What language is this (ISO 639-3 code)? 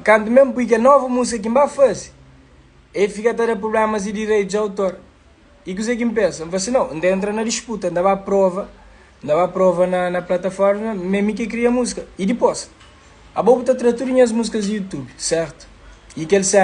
kea